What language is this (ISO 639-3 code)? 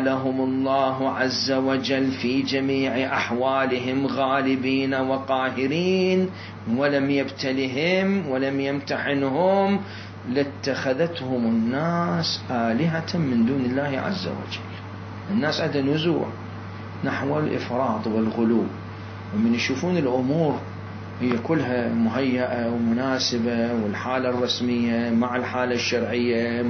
acm